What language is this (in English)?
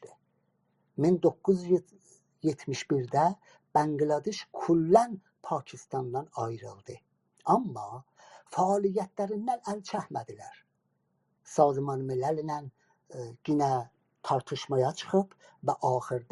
South Azerbaijani